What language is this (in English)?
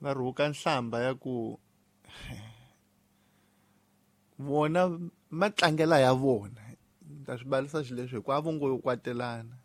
Tsonga